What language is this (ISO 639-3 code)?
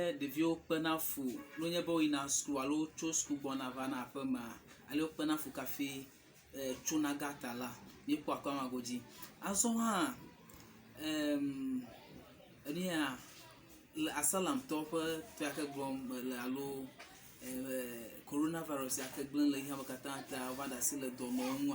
ewe